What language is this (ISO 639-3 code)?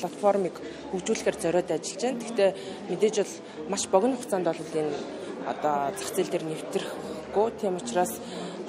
mon